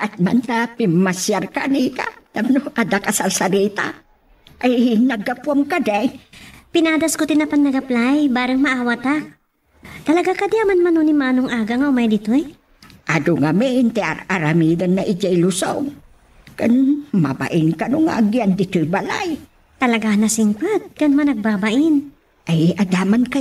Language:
Iloko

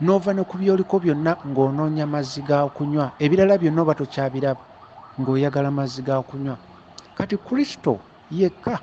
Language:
Ganda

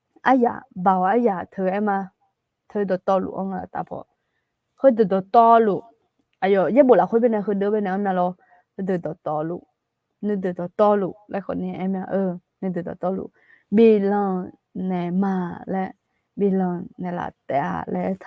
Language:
Akha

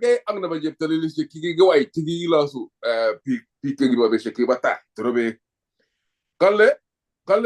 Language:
Kalenjin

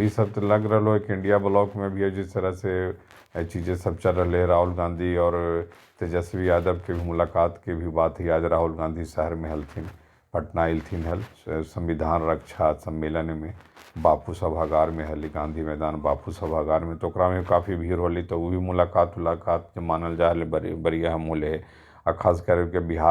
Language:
Magahi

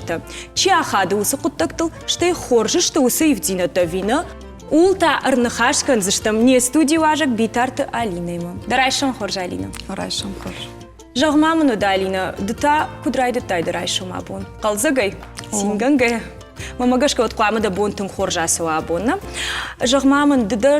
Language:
Ossetic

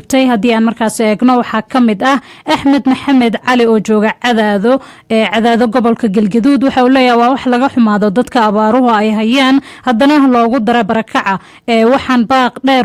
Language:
Somali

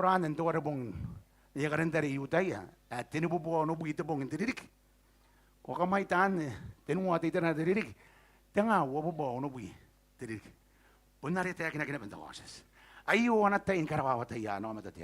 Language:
Gilbertese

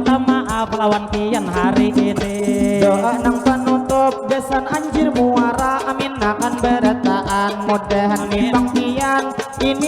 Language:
Banjar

